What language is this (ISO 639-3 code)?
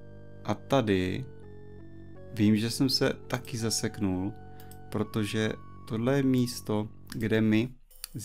ces